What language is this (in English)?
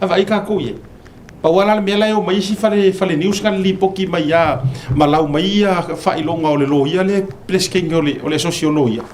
Samoan